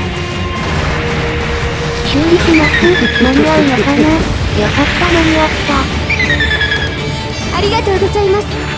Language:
Japanese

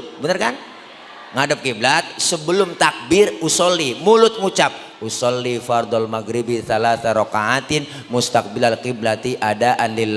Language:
Betawi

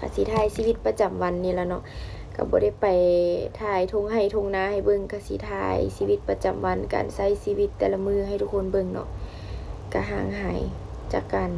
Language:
Northeastern Thai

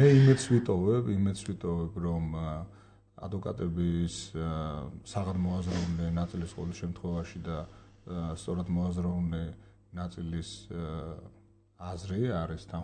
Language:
Georgian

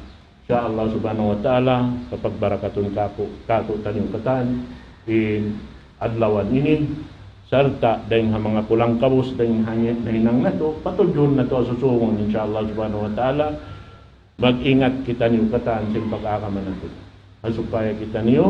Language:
Tausug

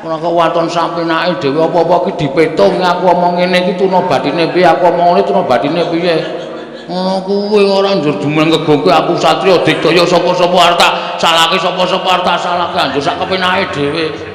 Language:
Javanese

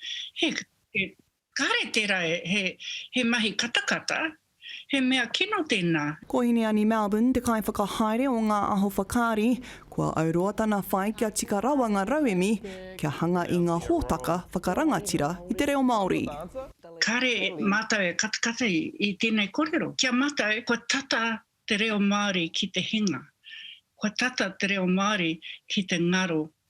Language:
Māori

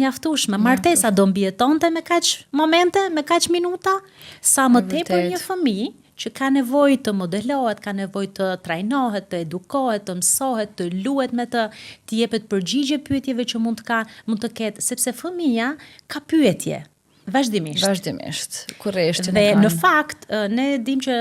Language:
Albanian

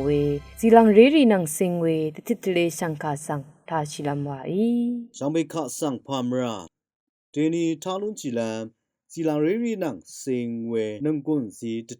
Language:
Rawang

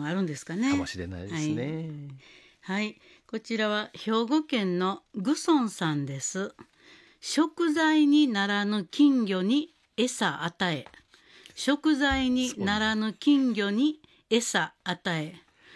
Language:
Japanese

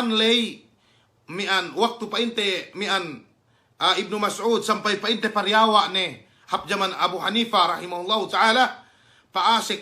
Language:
Yakan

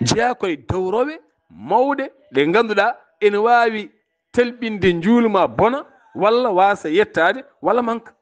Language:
Fula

